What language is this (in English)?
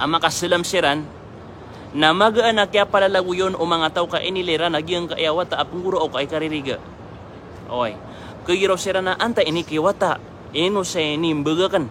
Maranao